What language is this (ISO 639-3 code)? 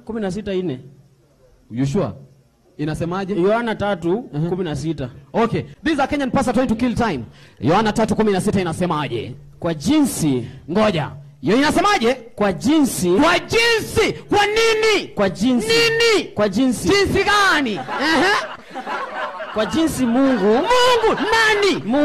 swa